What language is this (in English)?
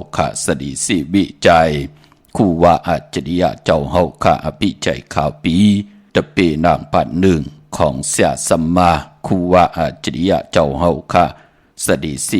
Shan